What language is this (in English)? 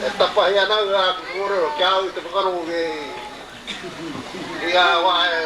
Māori